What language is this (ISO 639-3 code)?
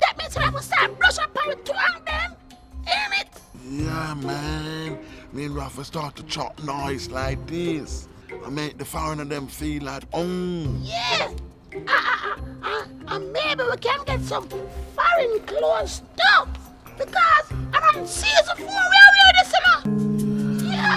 jam